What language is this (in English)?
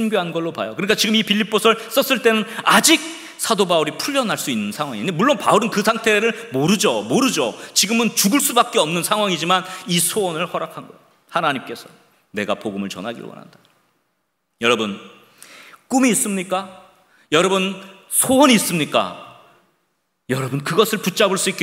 Korean